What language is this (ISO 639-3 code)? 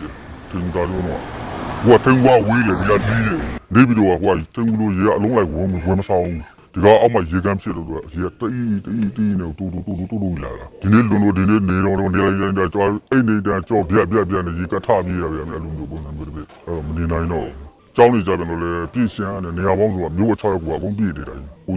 mya